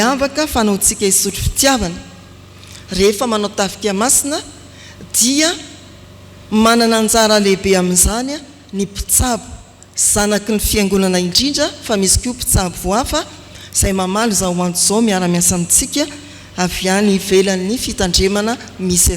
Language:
Malagasy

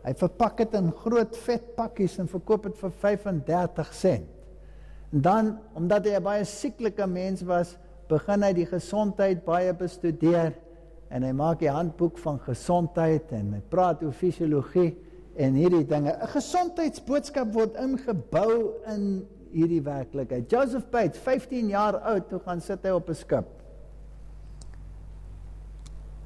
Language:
Afrikaans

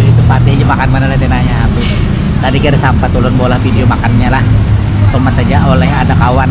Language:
Banjar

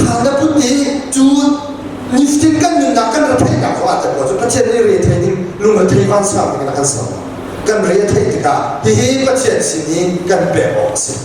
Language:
Hakha Chin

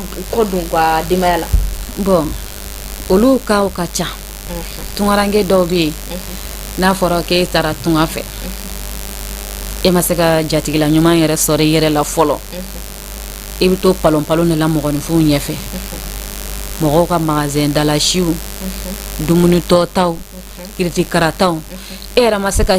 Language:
Bambara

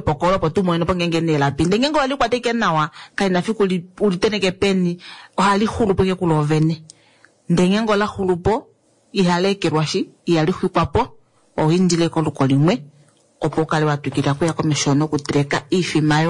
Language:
Kuanyama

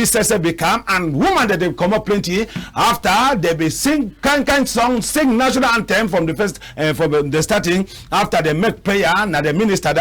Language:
Cameroon Pidgin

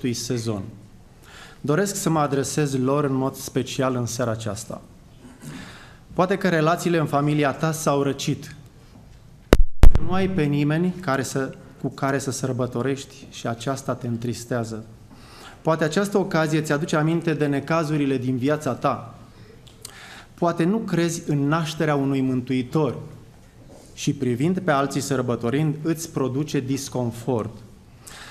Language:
Romanian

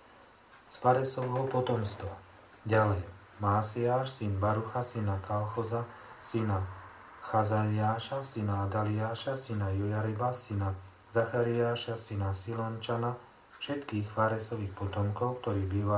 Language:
Slovak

